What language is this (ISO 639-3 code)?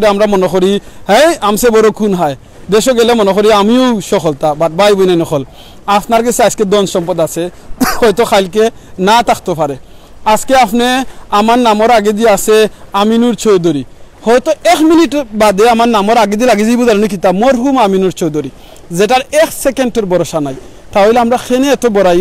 syl